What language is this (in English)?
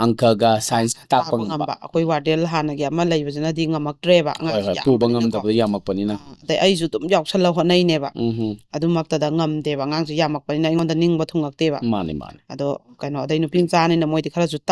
Manipuri